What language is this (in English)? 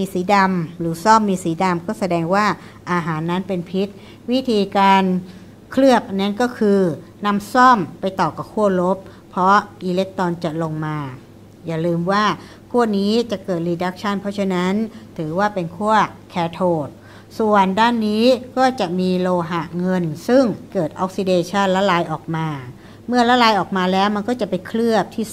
Thai